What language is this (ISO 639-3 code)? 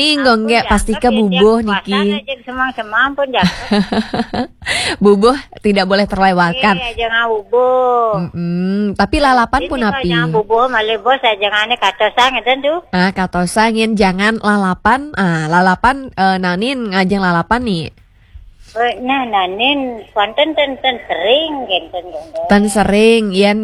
ban